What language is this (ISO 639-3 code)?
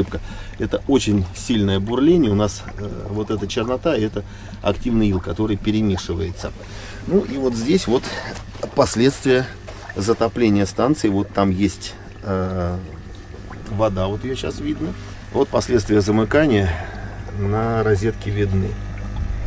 rus